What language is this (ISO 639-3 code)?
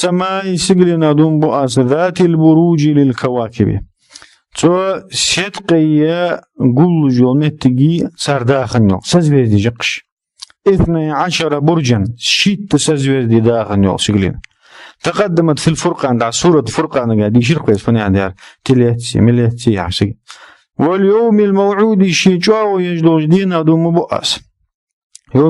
inh